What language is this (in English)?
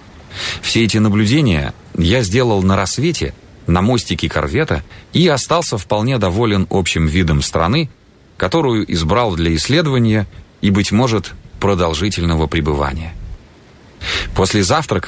Russian